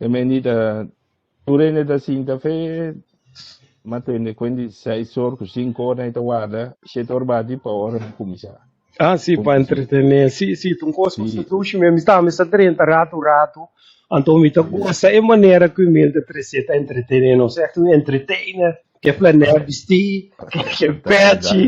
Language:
Papiamento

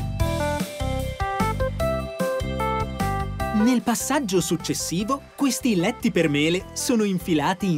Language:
Italian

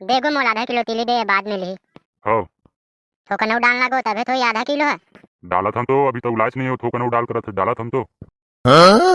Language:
Chhattisgarhi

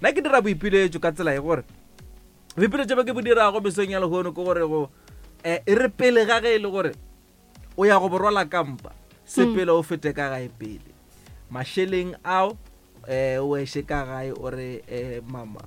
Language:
Northern Sotho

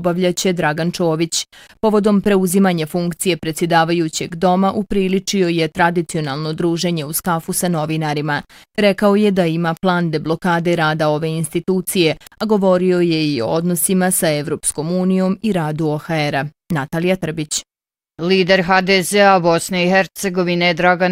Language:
Bosnian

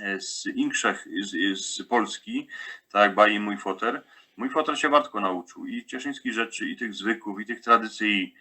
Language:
Silesian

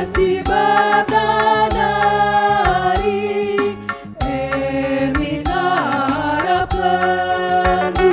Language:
Batak Karo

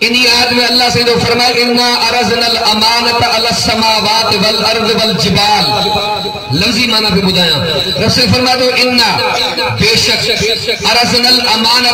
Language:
Sindhi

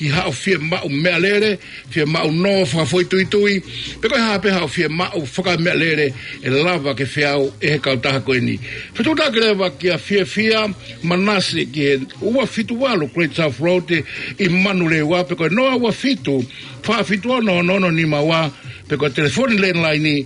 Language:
Tongan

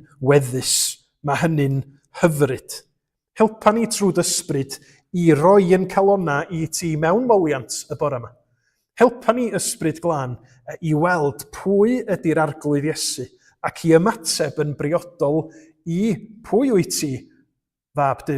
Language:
Welsh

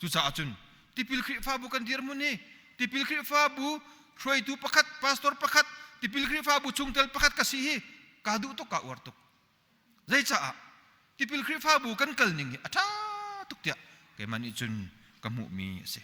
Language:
Hakha Chin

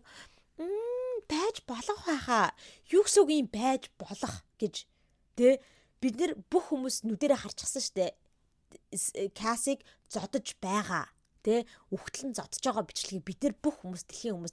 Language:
Mongolian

